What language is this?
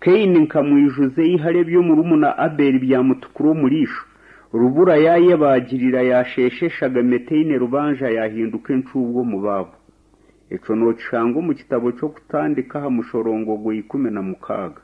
Nyankole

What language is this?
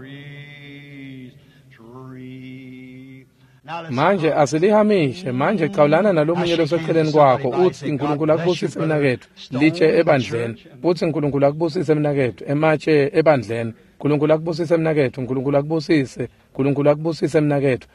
Swati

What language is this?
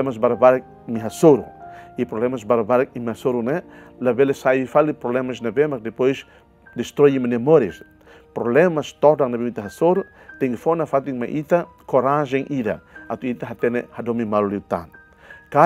Tetum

